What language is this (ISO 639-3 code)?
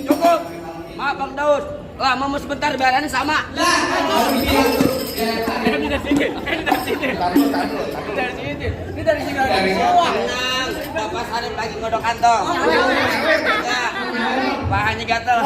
bew